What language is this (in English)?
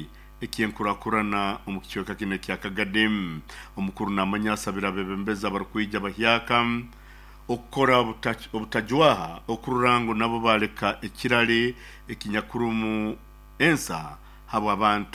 Nyoro